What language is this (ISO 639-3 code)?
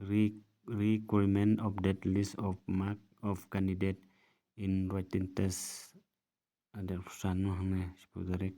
kha